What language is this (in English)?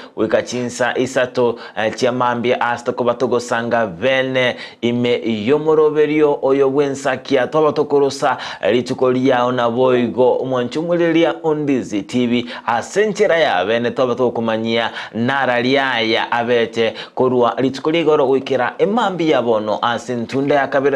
Gusii